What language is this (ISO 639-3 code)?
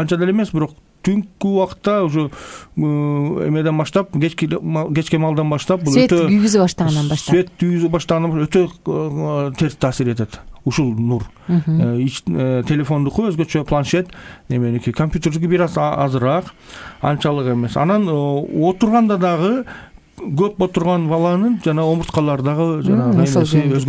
kir